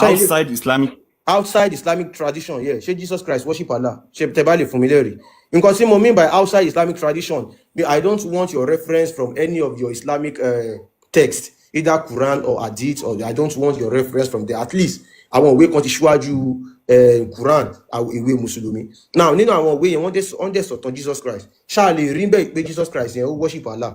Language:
Yoruba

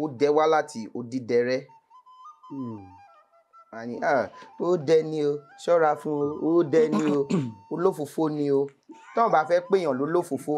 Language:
Yoruba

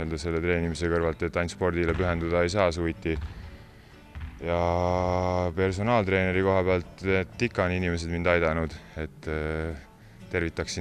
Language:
Estonian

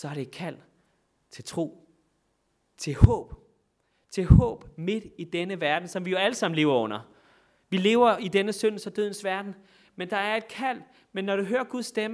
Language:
Danish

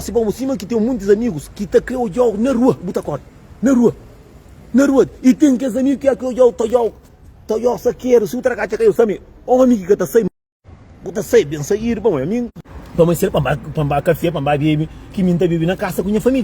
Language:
Kabuverdianu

